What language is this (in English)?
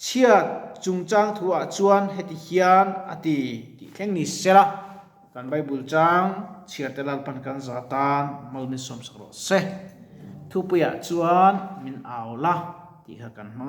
Mizo